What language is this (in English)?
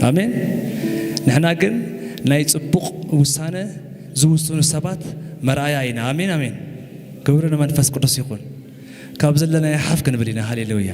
Tigrinya